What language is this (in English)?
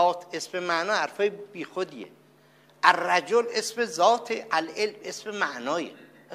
Persian